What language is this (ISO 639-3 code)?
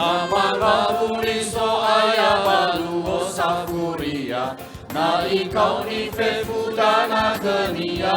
nia